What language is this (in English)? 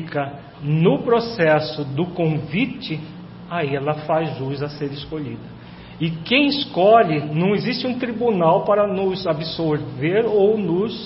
Portuguese